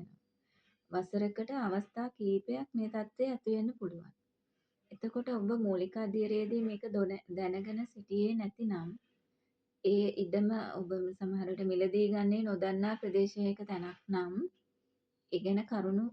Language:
Sinhala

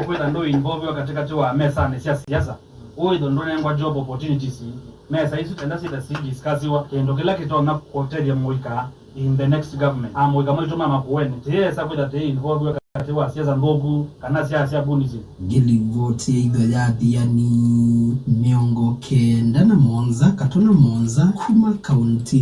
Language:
Kamba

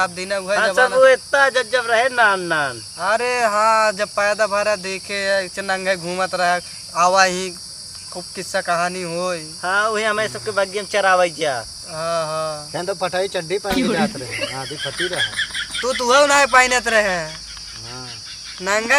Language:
Awadhi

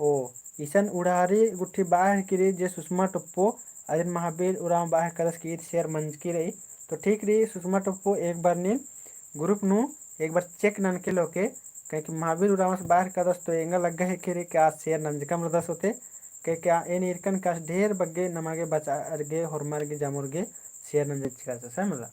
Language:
Kurukh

